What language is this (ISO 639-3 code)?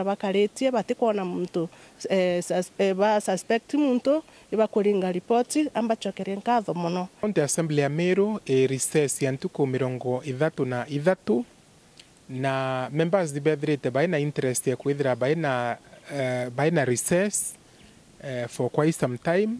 mer